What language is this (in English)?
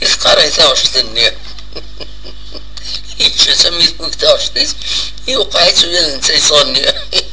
Kabyle